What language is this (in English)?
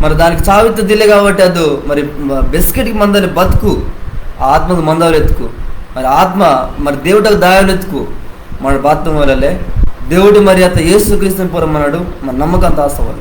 Koya